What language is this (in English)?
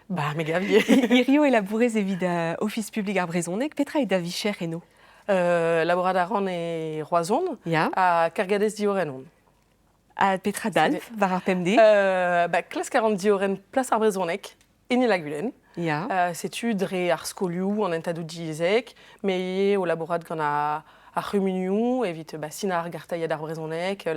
Breton